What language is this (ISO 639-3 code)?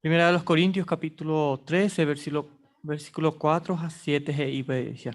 grn